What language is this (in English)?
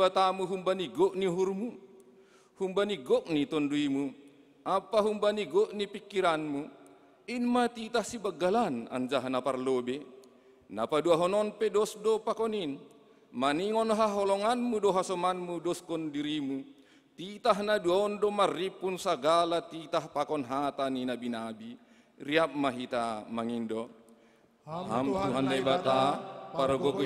Batak Simalungun